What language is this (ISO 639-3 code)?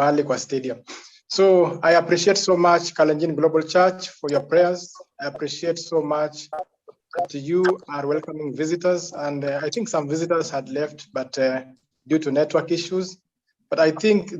kln